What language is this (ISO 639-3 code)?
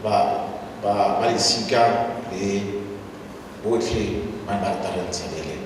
tsn